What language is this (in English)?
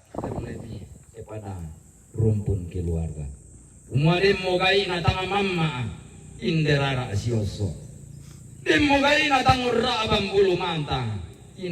Toraja-Sa'dan